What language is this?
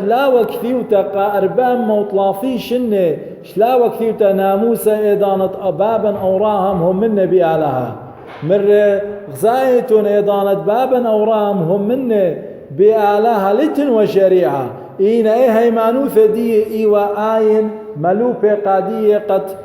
Assyrian Neo-Aramaic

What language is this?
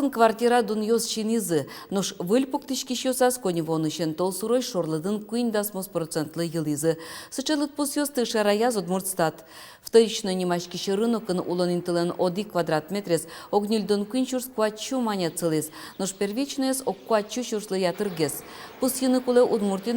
Udmurt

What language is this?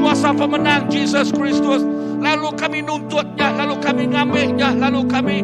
Iban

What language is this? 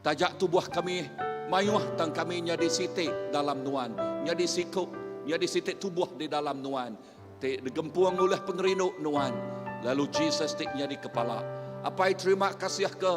Iban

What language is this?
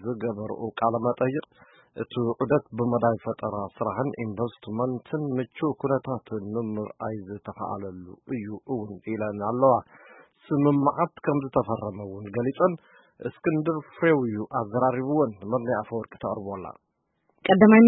Tigrinya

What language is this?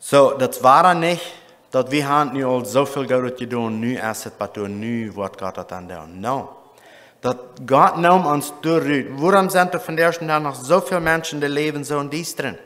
Plautdietsch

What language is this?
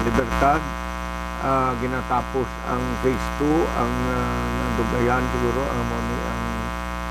Hiligaynon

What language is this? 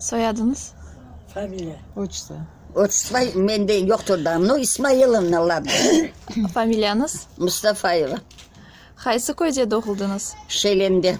Crimean Tatar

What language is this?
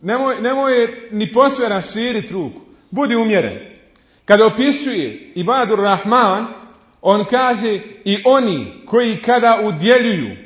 Bosnian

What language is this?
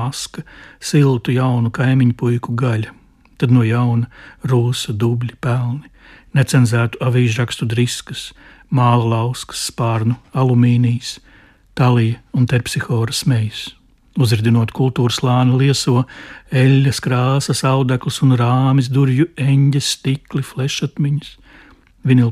Latvian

